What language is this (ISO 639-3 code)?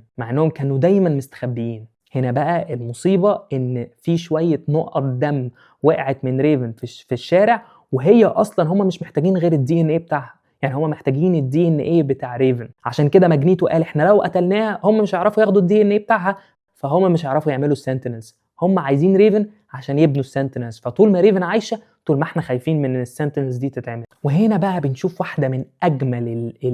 arz